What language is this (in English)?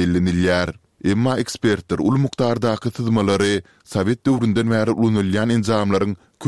Turkmen